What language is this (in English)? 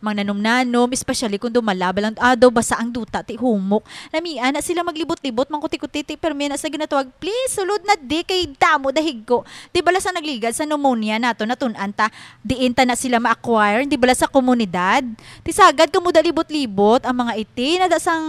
Hiligaynon